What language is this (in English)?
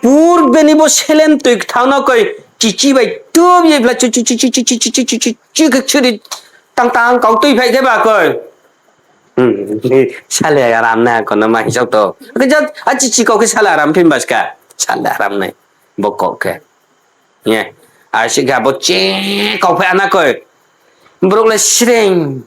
Riang (India)